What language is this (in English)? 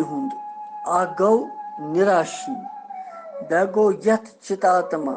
Kashmiri